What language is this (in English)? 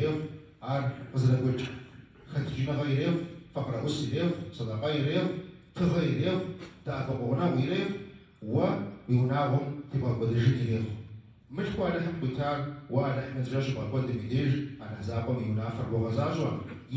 Kabardian